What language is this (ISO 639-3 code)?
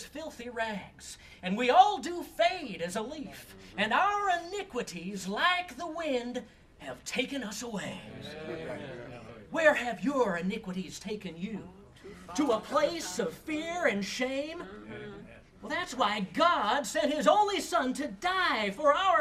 eng